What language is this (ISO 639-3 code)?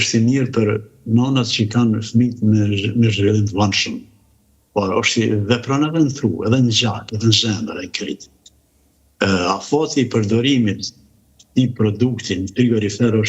sqi